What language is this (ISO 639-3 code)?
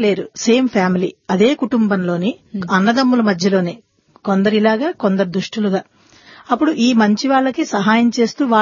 tel